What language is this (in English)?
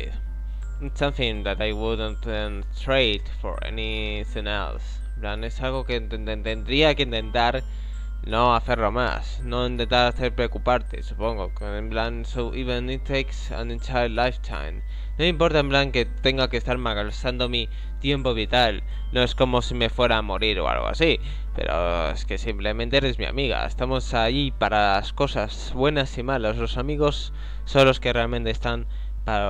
Spanish